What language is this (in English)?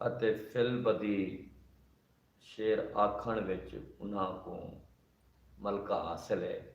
Saraiki